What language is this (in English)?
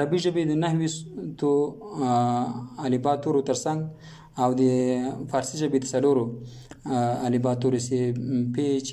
Pashto